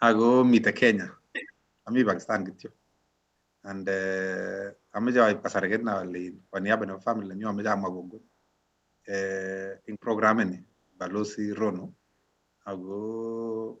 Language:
Kalenjin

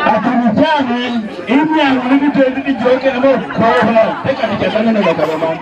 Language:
Lango (Uganda)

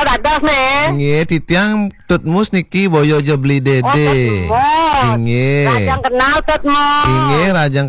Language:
Balinese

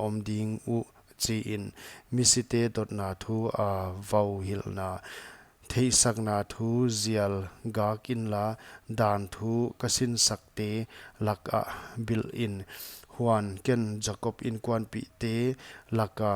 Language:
Paite Chin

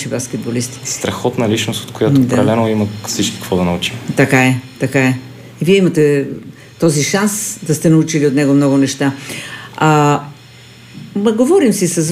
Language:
Bulgarian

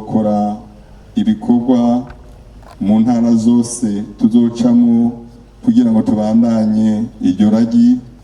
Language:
Rundi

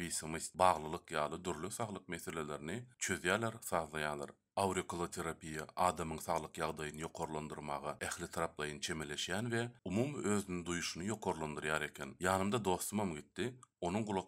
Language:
Turkmen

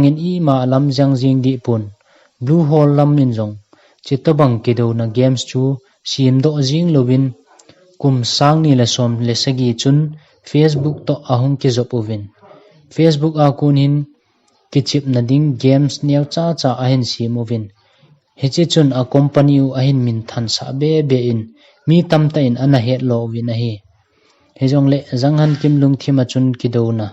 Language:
Thado Chin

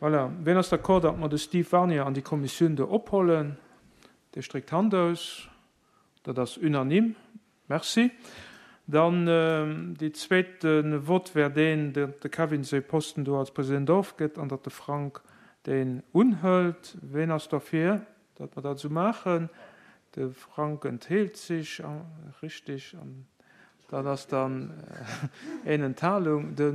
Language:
Luxembourgish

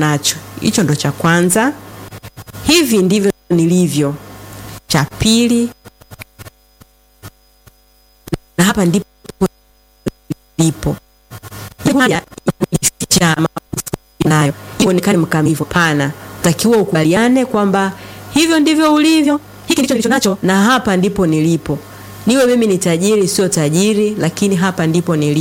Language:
Swahili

